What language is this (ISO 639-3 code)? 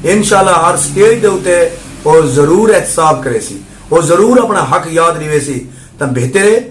skr